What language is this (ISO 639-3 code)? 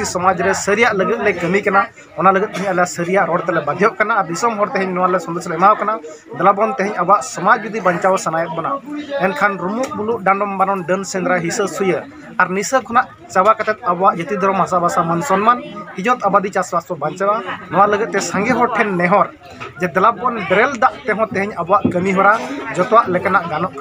sat